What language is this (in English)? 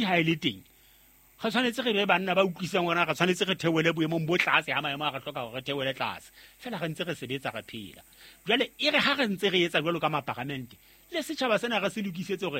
Southern Sotho